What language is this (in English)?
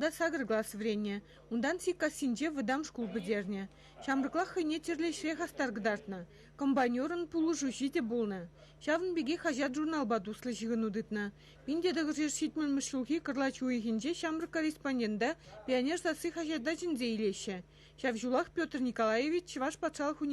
Chuvash